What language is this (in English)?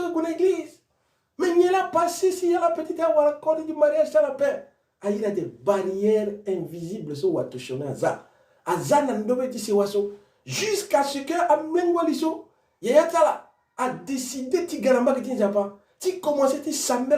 Sango